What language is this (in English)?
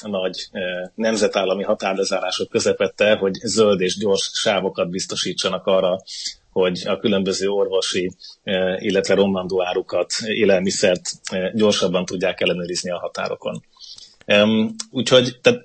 Hungarian